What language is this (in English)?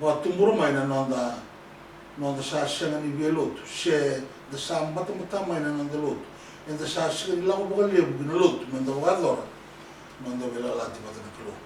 Fijian